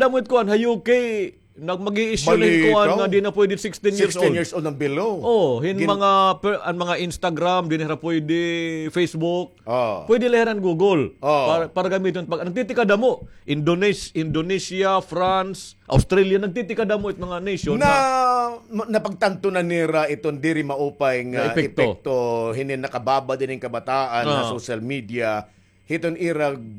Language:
Waray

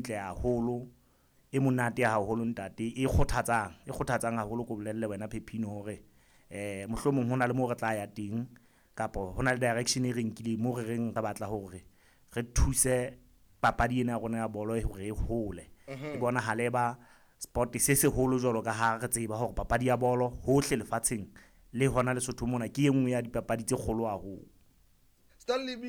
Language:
Southern Sotho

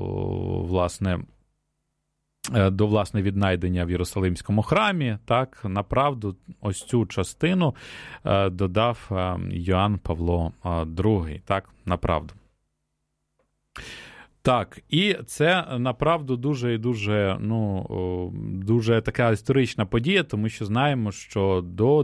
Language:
Ukrainian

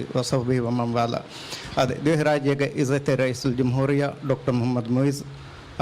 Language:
Divehi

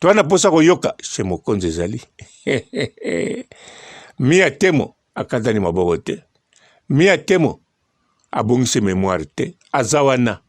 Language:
Lingala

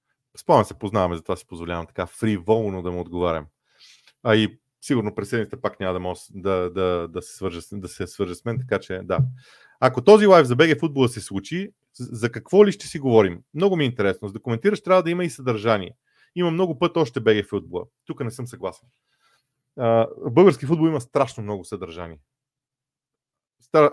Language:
Bulgarian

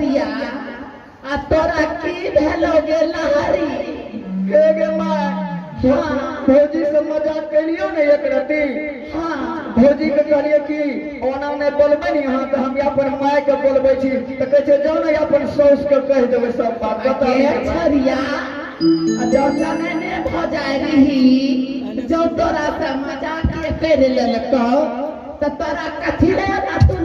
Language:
Angika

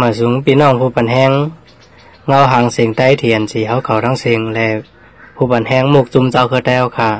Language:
Lao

